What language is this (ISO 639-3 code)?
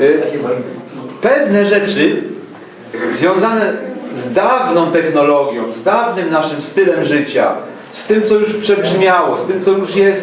szl